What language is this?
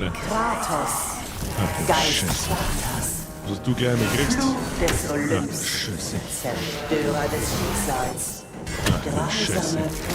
Bavarian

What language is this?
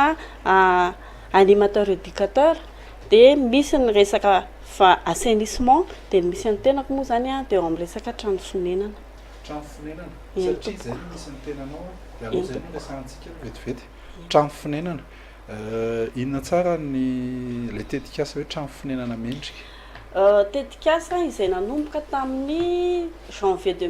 Malagasy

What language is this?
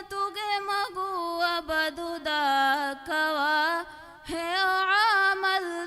Divehi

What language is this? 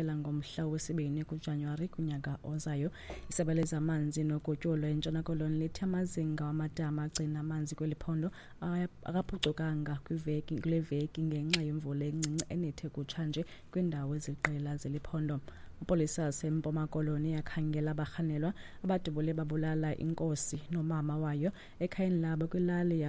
Xhosa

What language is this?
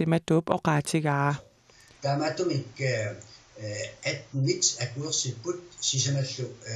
Kalaallisut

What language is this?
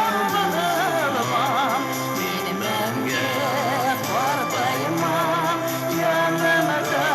Bashkir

